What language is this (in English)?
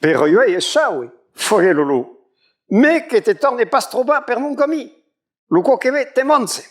Occitan